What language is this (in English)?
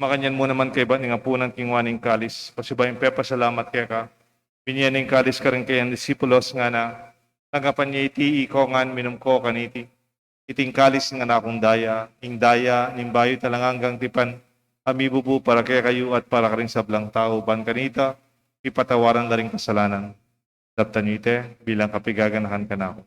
Pampanga